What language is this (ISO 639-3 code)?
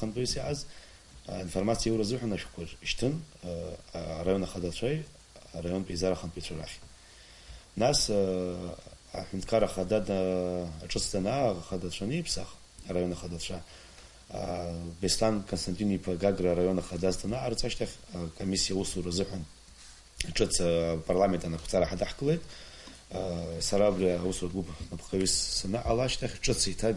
abk